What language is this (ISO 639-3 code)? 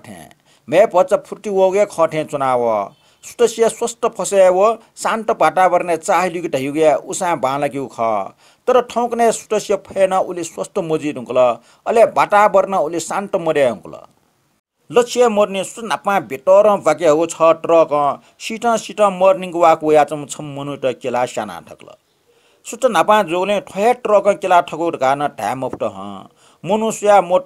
new